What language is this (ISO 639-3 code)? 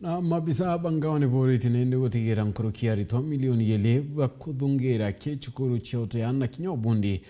mer